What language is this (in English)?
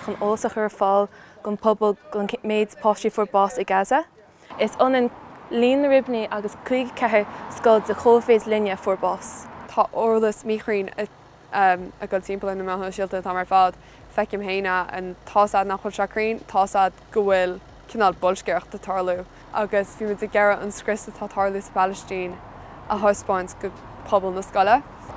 Irish